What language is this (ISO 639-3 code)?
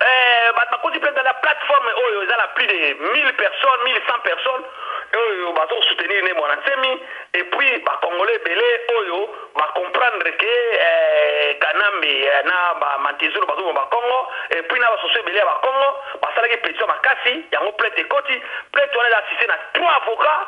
lin